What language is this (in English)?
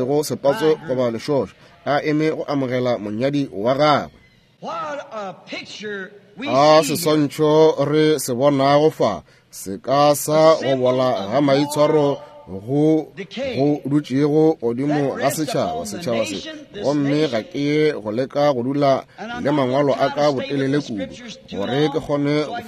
Northern Sotho